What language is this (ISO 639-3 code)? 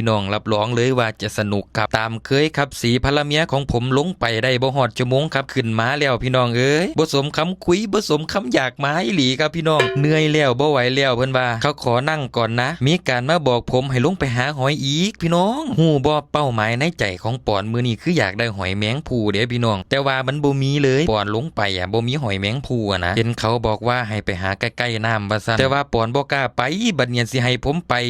tts